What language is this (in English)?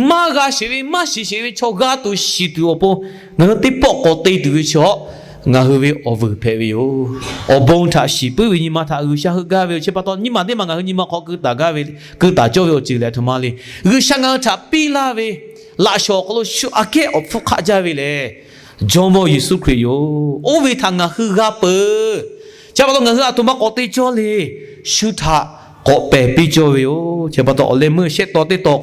Lahu